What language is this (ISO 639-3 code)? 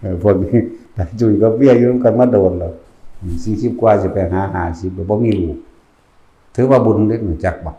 tts